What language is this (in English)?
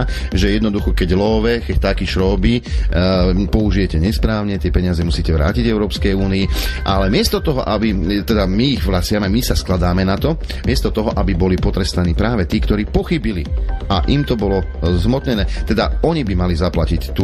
Slovak